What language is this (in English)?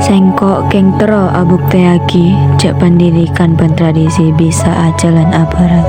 Madurese